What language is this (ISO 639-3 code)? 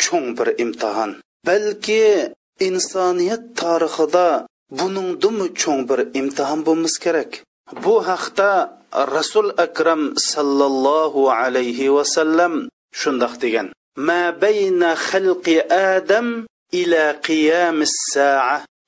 uig